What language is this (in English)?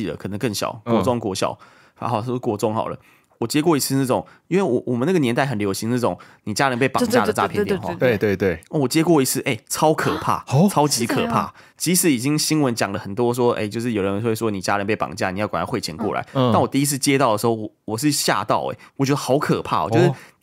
Chinese